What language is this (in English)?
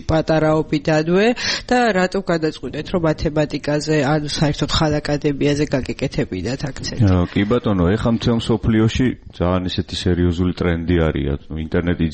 Georgian